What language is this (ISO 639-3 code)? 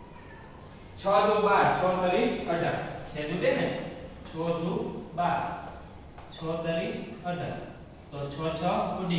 guj